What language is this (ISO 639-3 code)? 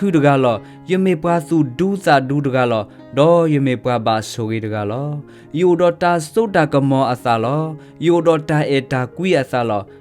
ksw